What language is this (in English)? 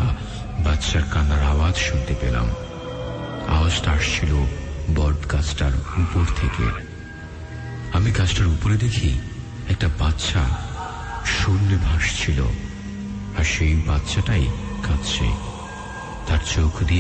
Bangla